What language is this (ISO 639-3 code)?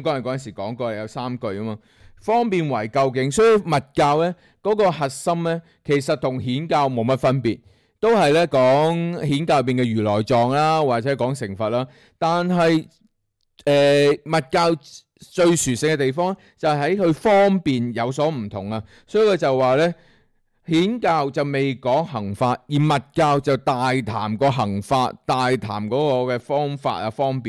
yue